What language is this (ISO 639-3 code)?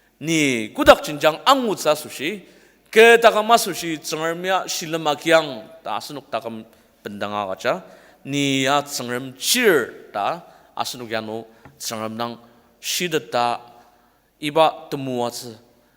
njo